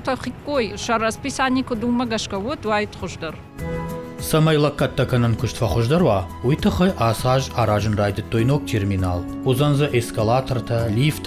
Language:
Ossetic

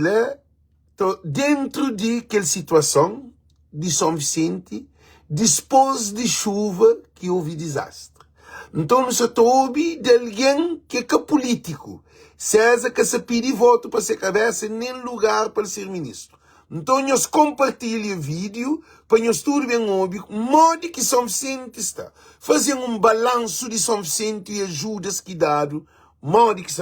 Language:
Kabuverdianu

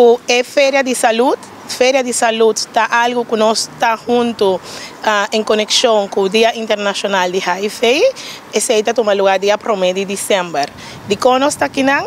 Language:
Papiamento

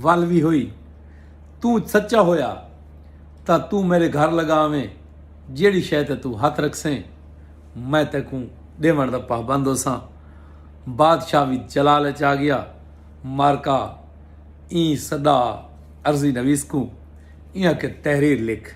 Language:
Saraiki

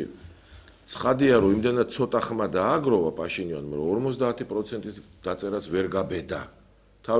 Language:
Georgian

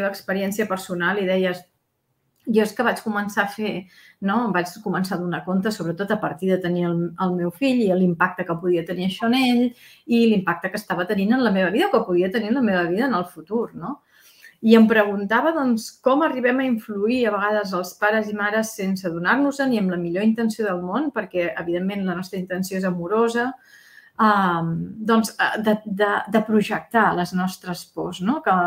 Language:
Catalan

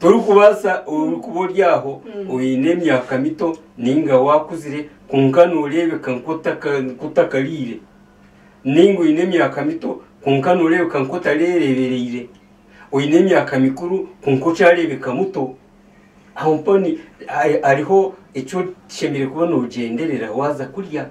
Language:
Nyankole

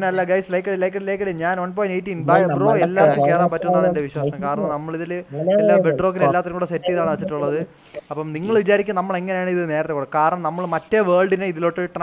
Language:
Malayalam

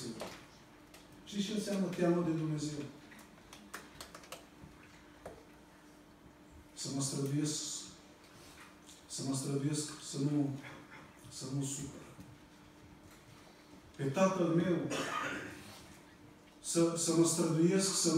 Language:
Romanian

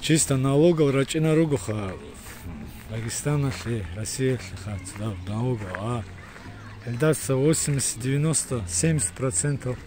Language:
Avaric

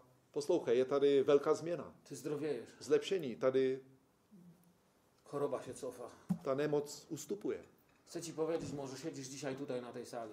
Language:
Polish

